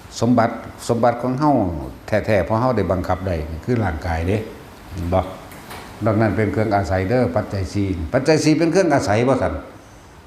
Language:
Northeastern Thai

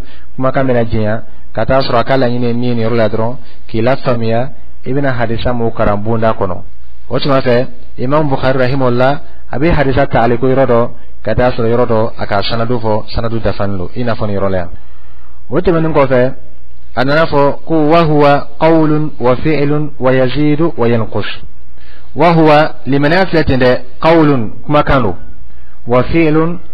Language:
Dyula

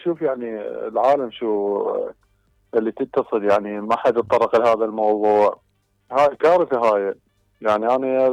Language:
Mesopotamian Arabic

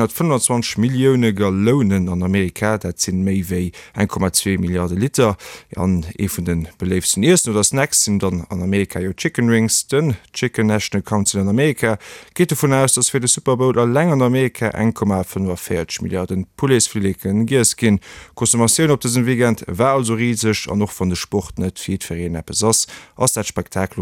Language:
Luxembourgish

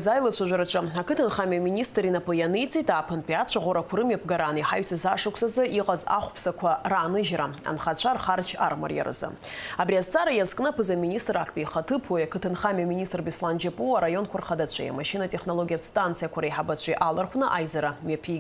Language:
Abkhazian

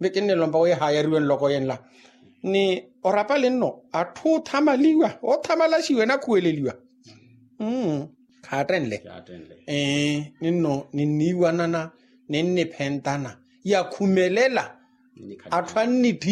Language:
Makhuwa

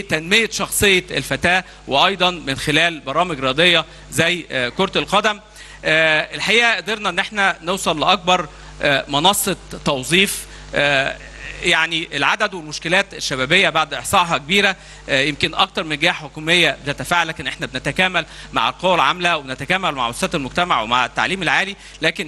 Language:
Egyptian Arabic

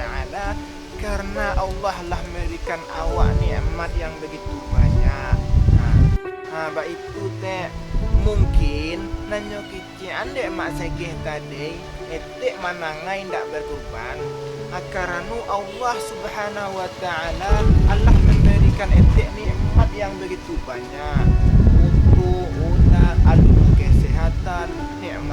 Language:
Minangkabau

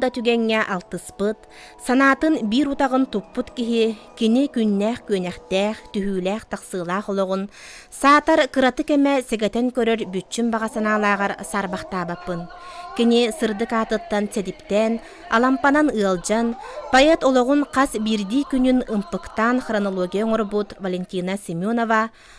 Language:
Yakut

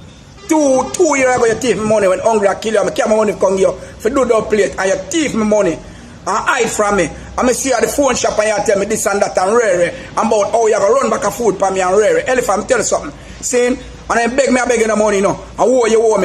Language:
Jamaican Creole English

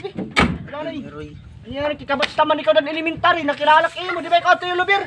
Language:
Waray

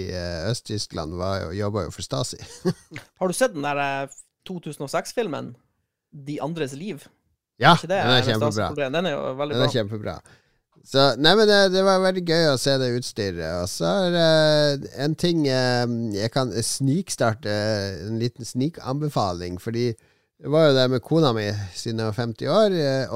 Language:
Norwegian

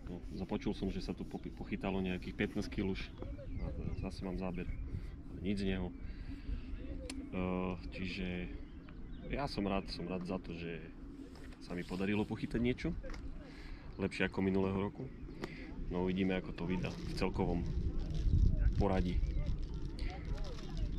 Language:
Slovak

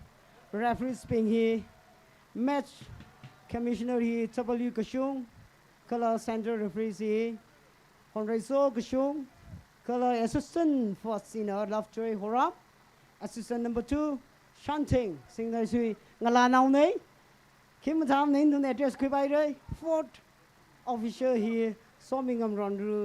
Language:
Tangkhul Naga (India)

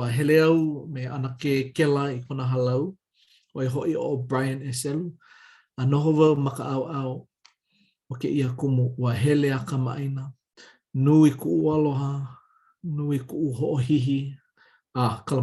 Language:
Hawaiian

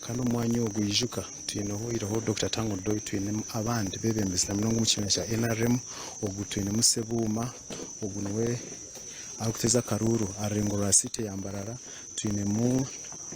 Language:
Nyankole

